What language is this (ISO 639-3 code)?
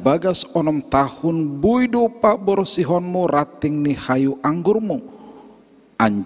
bts